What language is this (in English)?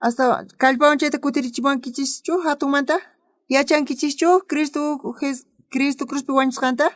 South Bolivian Quechua